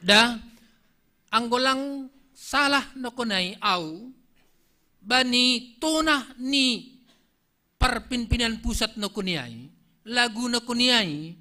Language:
Batak Simalungun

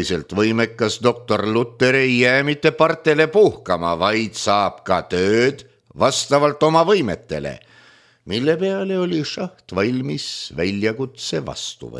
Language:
Estonian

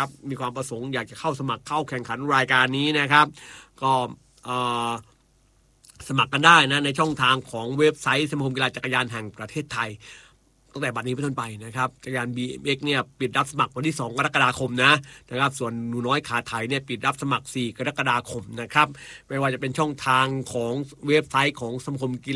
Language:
Thai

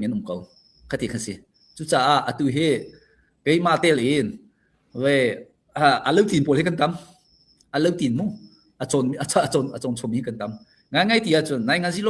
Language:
Hakha Chin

